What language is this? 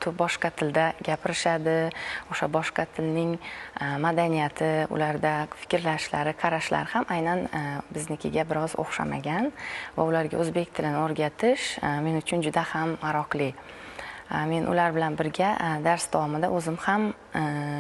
Uzbek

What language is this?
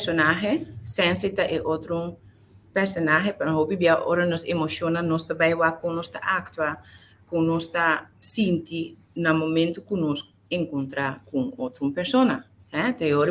Papiamento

